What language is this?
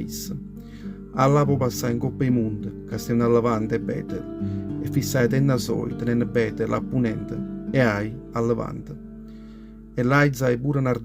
Neapolitan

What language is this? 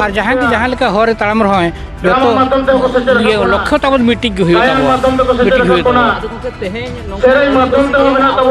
Santali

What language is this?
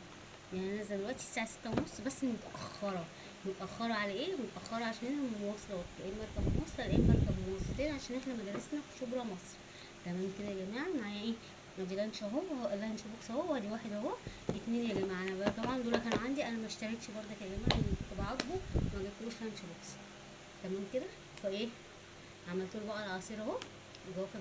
Egyptian Arabic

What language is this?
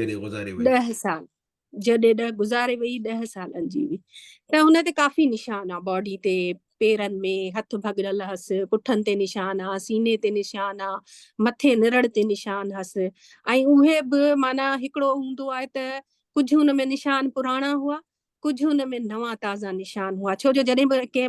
Sindhi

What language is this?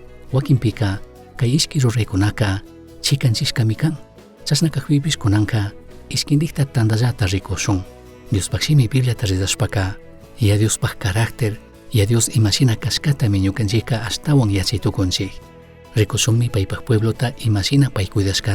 Chimborazo Highland Quichua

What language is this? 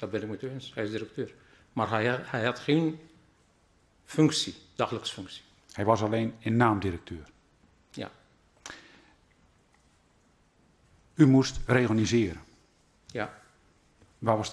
Dutch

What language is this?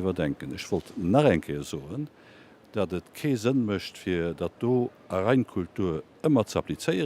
Luxembourgish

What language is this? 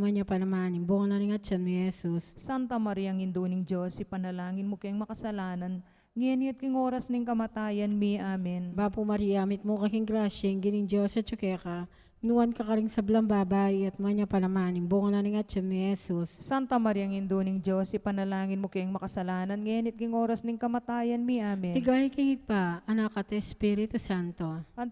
Pampanga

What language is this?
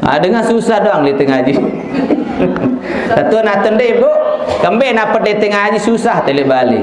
Sasak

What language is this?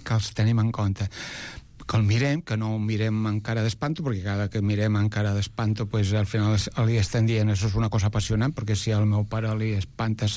Catalan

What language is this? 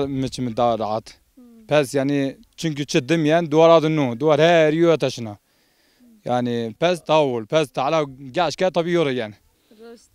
Zaza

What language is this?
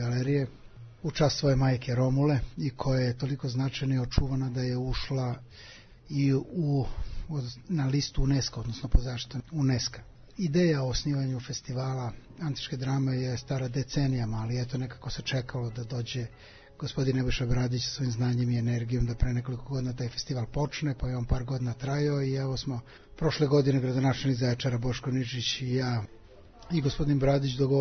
Serbian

